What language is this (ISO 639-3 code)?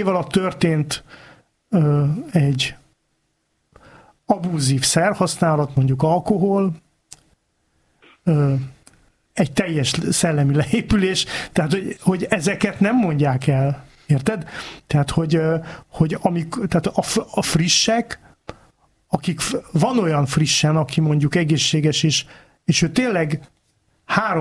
hun